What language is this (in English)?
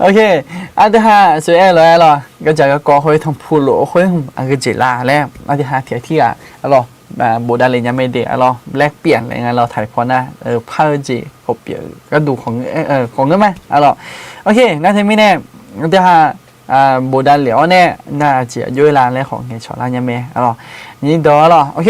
Akha